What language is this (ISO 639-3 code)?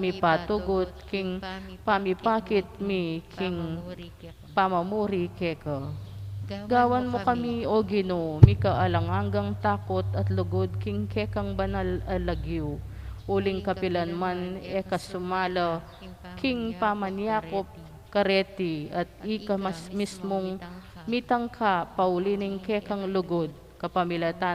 pam